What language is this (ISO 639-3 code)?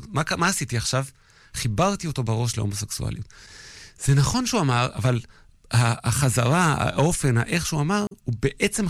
heb